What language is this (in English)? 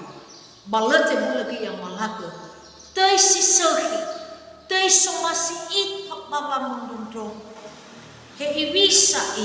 Nias